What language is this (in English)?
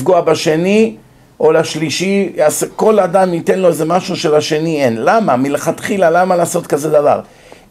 Hebrew